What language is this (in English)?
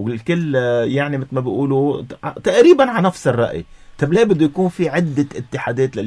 North Levantine Arabic